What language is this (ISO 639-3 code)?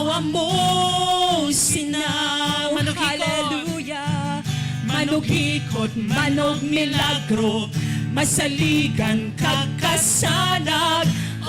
hil